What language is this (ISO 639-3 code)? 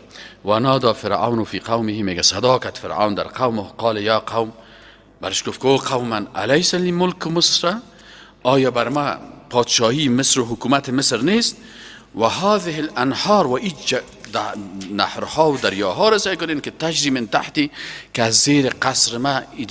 fas